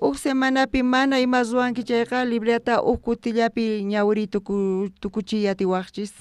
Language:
South Bolivian Quechua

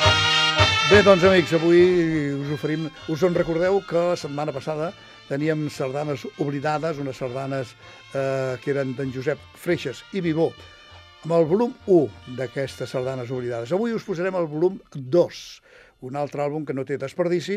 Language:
Catalan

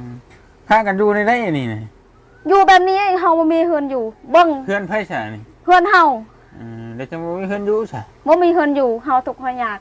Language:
Lao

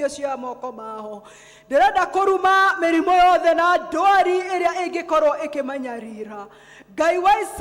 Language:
Kikuyu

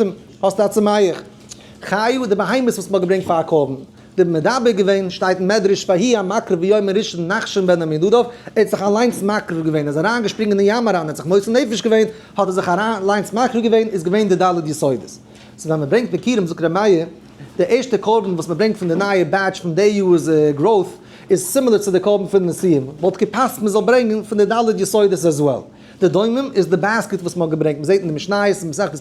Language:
Yiddish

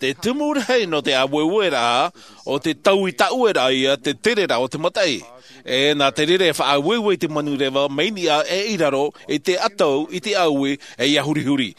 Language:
Tahitian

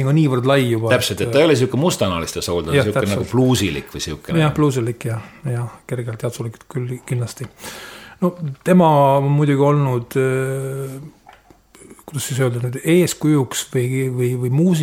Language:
Estonian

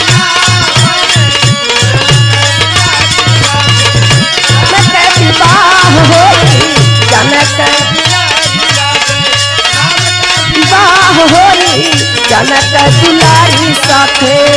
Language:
Bhojpuri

